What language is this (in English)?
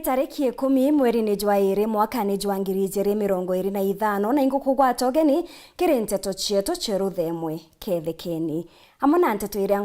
Meru